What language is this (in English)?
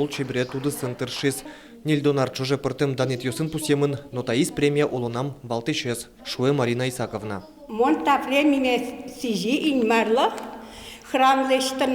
Udmurt